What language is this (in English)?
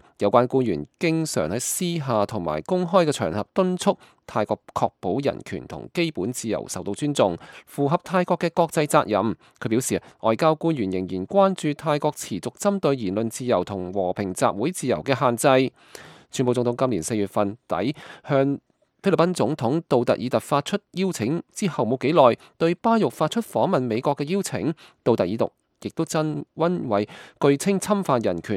Cantonese